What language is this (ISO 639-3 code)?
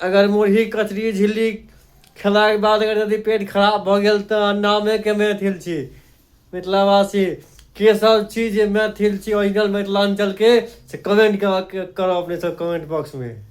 mai